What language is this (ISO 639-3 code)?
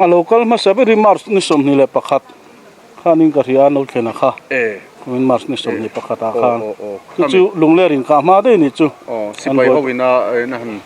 lus